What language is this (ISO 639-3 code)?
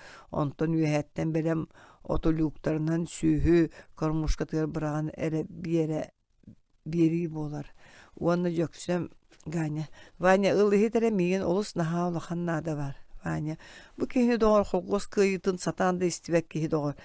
sah